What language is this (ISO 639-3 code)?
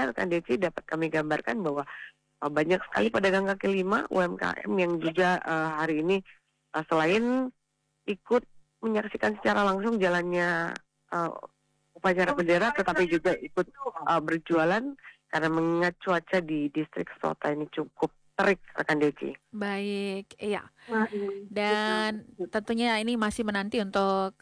ind